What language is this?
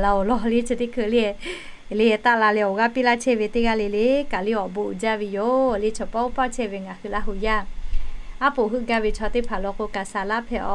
Lahu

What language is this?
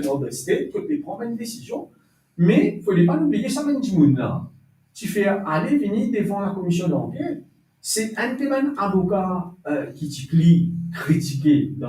Morisyen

